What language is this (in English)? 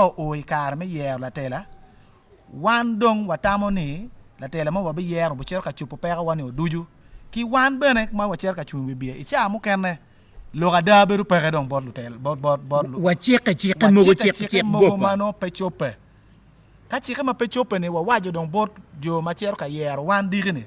Acoli